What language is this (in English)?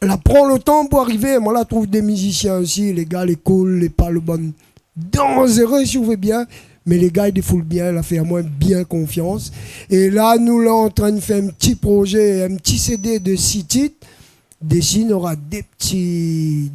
Réunion Creole French